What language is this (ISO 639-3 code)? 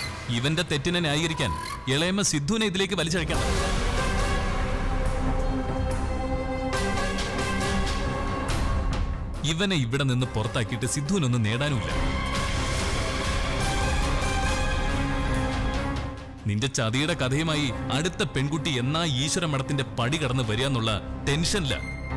mal